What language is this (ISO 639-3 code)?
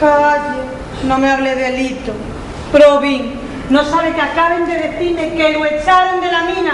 ast